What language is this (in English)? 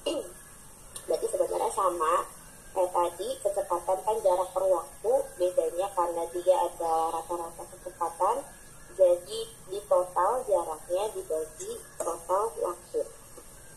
Indonesian